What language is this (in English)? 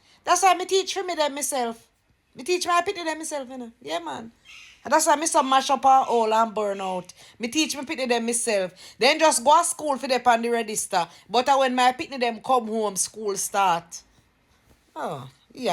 Jamaican Creole English